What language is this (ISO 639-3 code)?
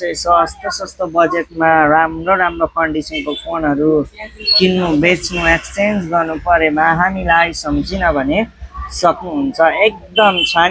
nep